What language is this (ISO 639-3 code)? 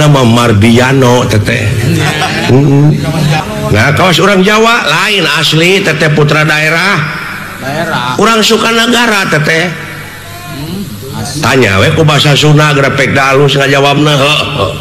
sun